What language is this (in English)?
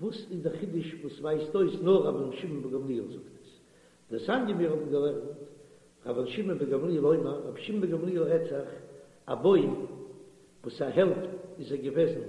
Yiddish